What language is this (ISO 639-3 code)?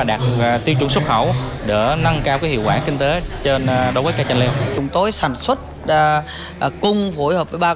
vie